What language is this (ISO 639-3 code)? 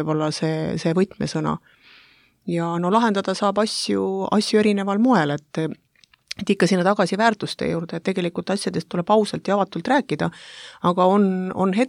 est